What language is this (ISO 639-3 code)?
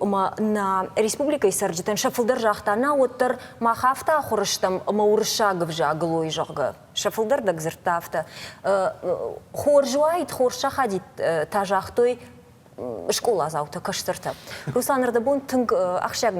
oss